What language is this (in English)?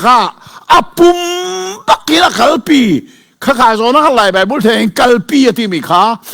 Hakha Chin